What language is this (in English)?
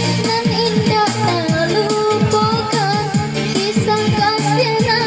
Minangkabau